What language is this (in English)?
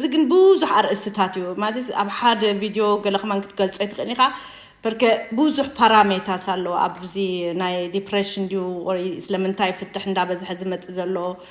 Tigrinya